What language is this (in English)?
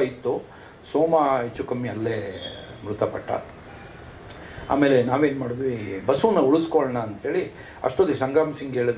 Kannada